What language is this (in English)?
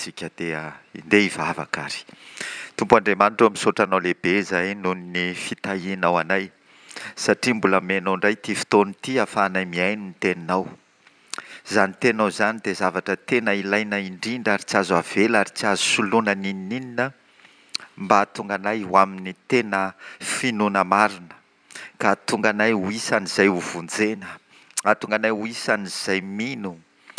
Malagasy